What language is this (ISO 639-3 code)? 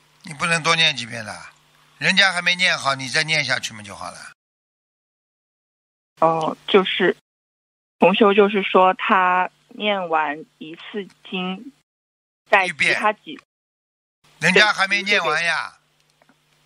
zho